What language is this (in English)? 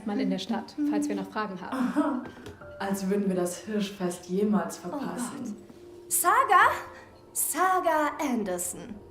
Bavarian